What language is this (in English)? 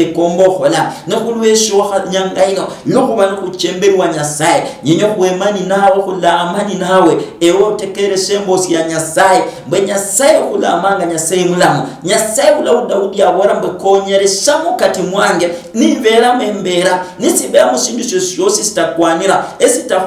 Luyia